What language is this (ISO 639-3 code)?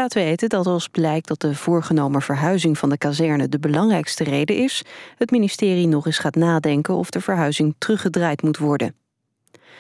nld